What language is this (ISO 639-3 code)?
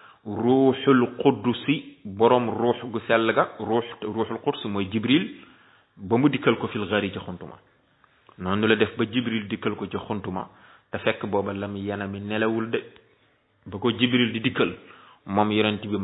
wol